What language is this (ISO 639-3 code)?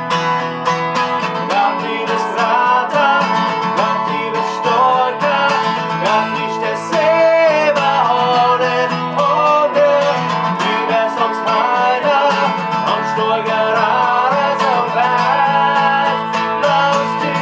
pdt